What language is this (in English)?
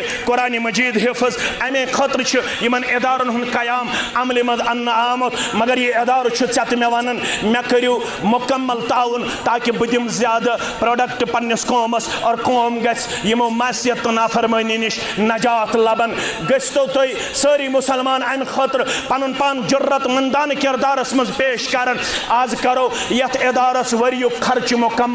Kashmiri